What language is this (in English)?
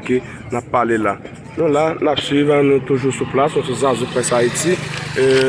Haitian Creole